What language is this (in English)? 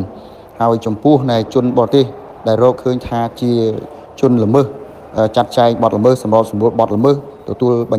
Khmer